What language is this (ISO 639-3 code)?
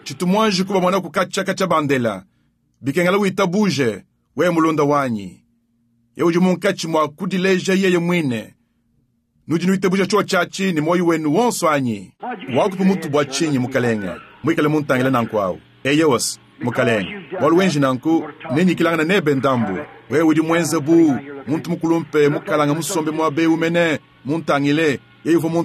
lua